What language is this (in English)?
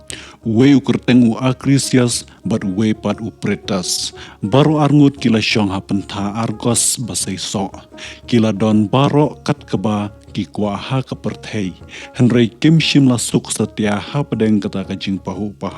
Khasi